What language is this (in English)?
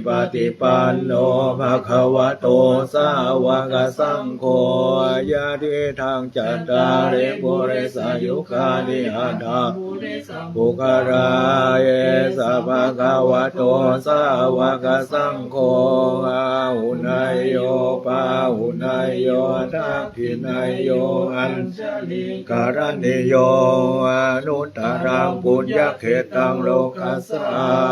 Pali